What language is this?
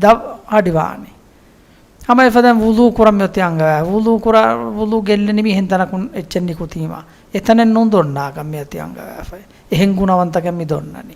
Divehi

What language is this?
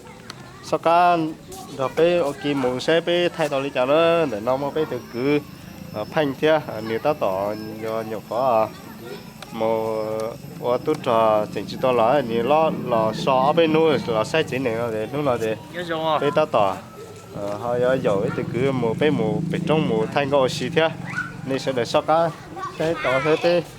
Hmong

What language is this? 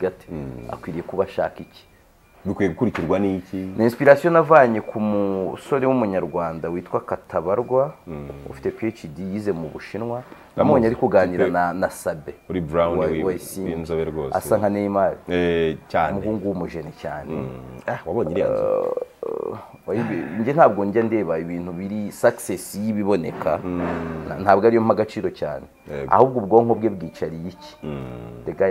Kinyarwanda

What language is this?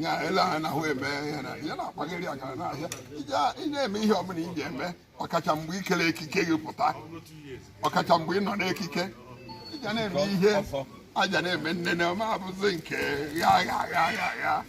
Igbo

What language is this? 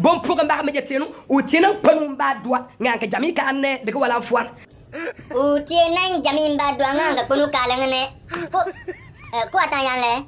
Bimoba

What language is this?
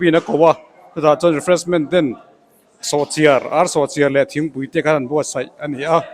Mizo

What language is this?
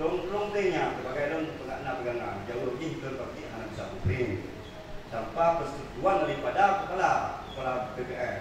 Achinese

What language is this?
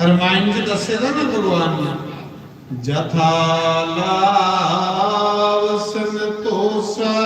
Dogri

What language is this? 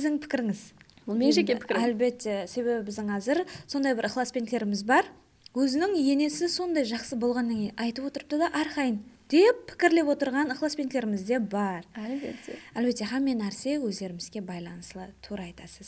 Kara-Kalpak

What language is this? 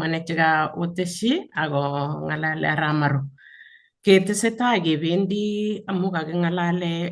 Kalenjin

